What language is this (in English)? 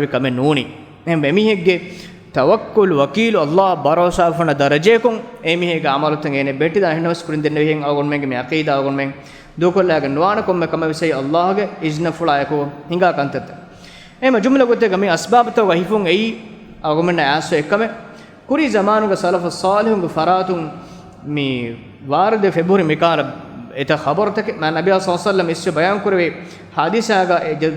Divehi